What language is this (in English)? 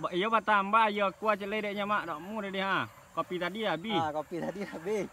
Minangkabau